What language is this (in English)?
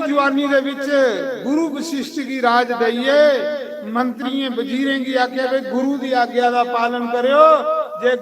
Dogri